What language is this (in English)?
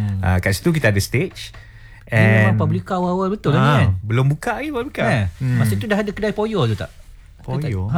Malay